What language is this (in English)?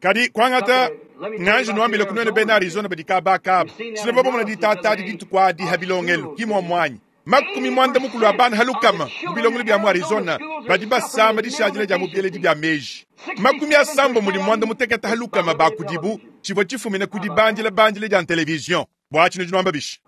Luba-Lulua